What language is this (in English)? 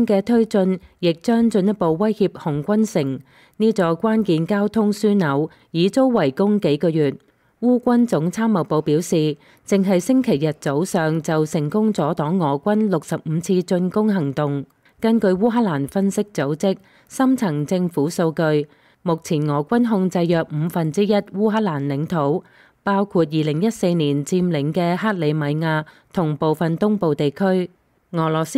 Cantonese